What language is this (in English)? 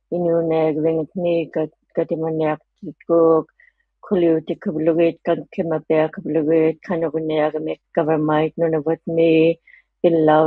Inuktitut